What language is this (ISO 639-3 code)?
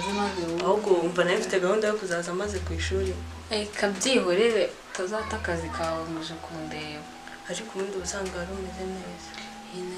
kin